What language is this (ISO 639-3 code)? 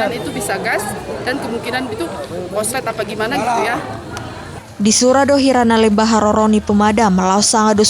bbc